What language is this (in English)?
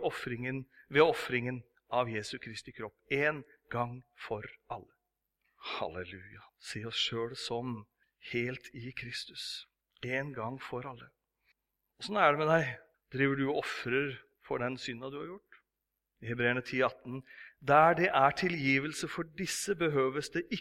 Norwegian